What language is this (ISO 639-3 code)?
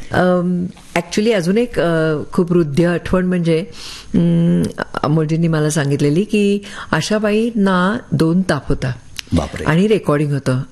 mar